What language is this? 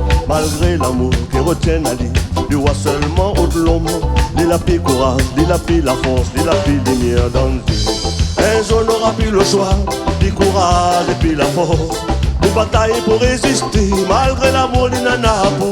Réunion Creole French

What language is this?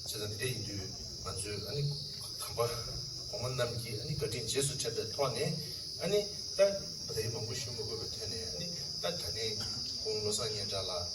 Tibetan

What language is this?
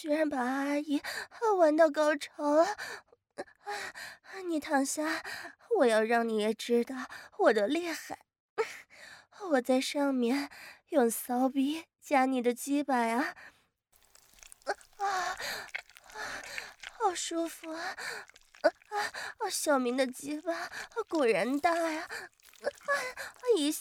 Chinese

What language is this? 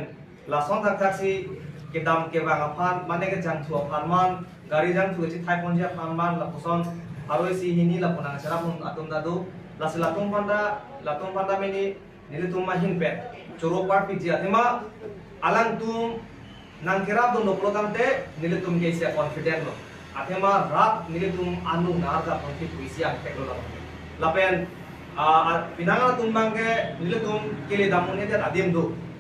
Karbi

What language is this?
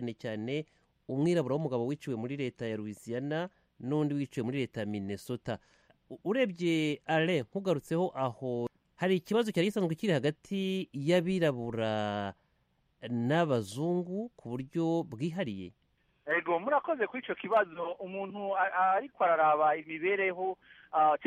Kinyarwanda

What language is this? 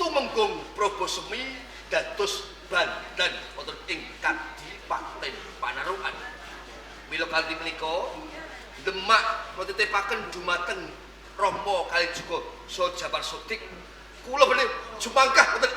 Javanese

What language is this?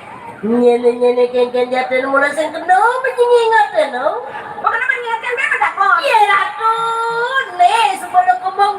Balinese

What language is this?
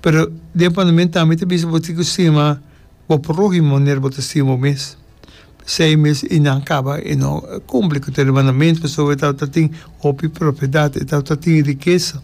Papiamento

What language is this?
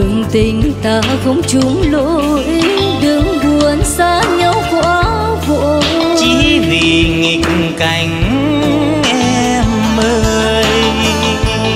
Vietnamese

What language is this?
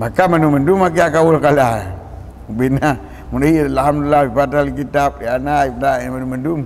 Achinese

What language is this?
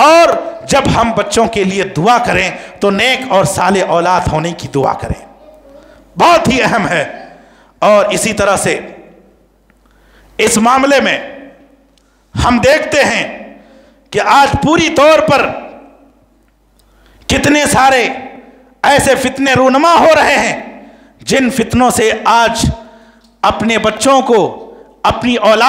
Urdu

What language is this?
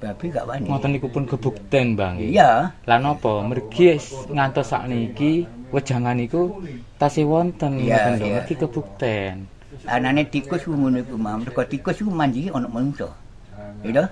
Javanese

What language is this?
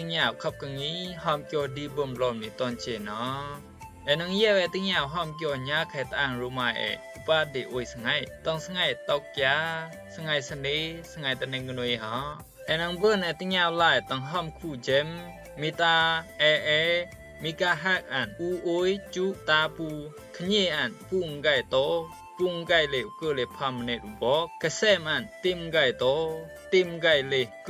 Rumai Palaung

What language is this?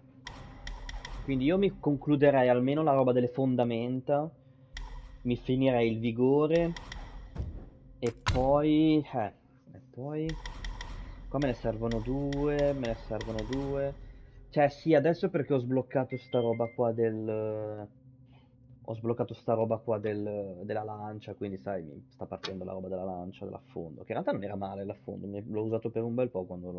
Italian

